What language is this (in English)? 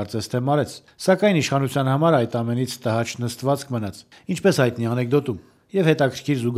Armenian